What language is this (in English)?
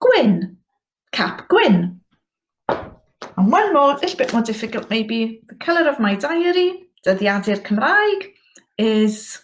Welsh